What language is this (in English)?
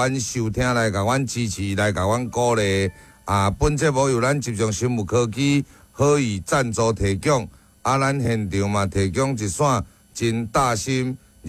Min Nan Chinese